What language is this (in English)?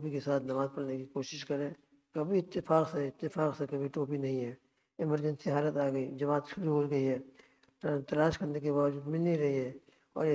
Urdu